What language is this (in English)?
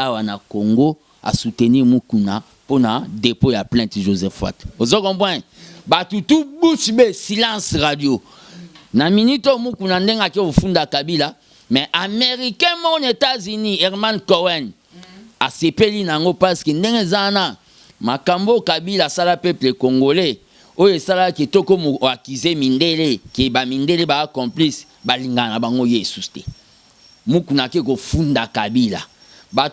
Lingala